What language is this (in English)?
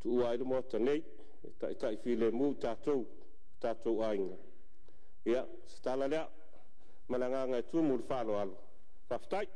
Samoan